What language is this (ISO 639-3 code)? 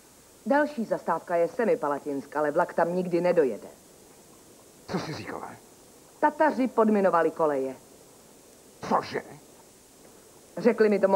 ces